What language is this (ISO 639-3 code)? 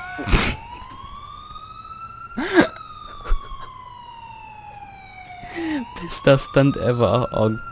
deu